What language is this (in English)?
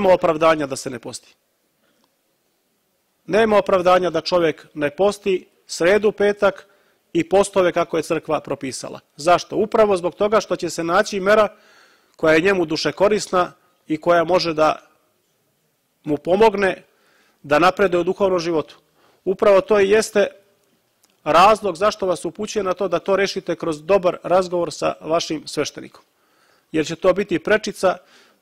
Serbian